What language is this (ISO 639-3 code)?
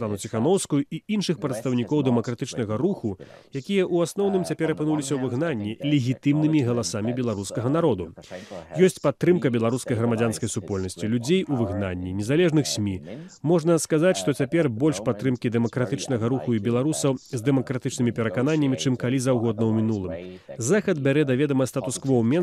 bel